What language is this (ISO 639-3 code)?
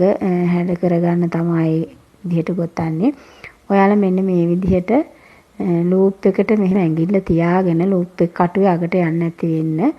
sin